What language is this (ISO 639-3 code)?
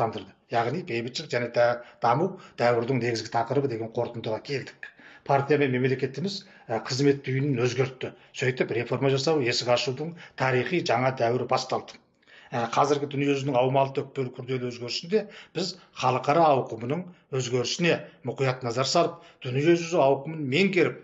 kaz